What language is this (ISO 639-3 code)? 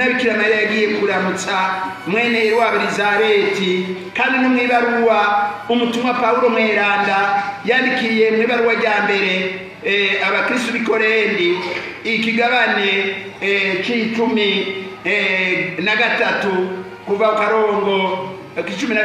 run